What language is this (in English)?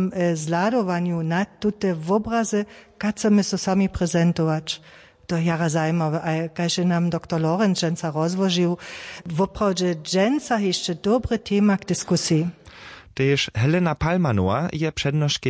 Upper Sorbian